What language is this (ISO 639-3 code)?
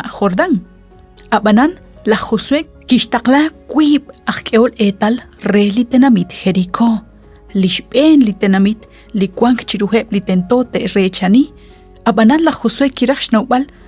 kek